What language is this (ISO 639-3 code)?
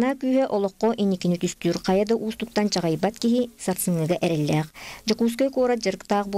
sah